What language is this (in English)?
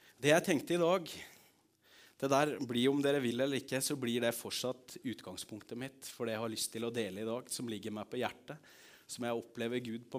Norwegian